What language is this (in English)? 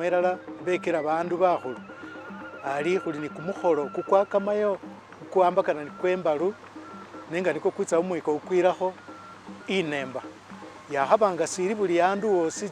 Masaaba